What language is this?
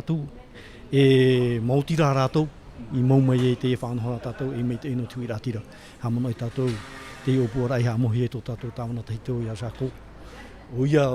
Tahitian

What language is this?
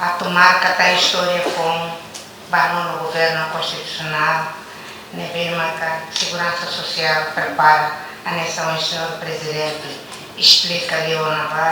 Tetum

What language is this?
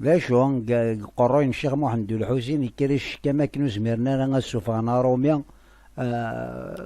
Kabyle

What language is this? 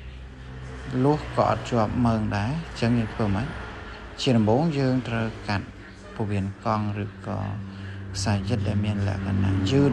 Khmer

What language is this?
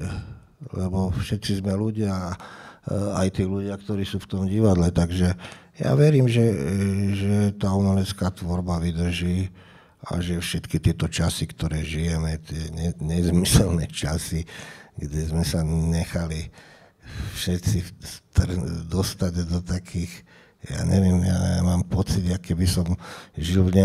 Slovak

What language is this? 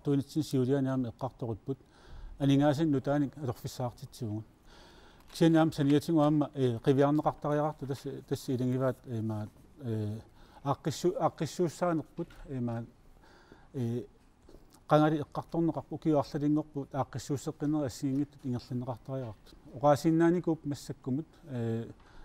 Kalaallisut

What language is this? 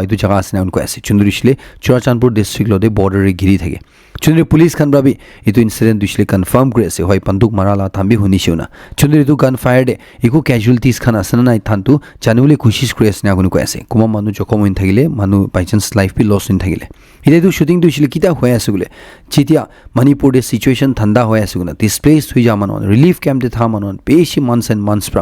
Naga Pidgin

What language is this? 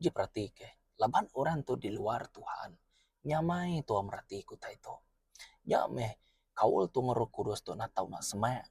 Iban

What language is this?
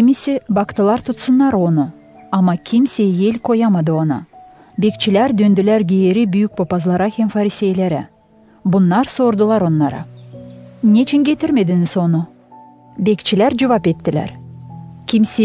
Gagauz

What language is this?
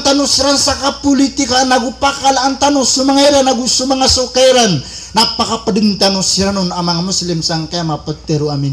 Maranao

